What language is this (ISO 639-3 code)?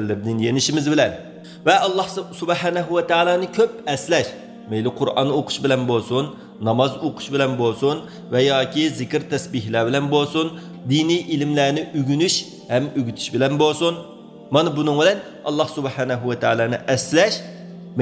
uig